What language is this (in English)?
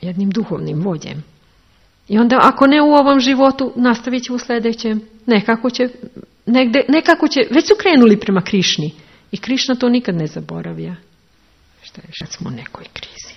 Serbian